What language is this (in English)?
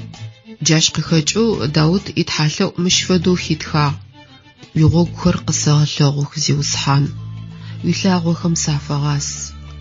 Adyghe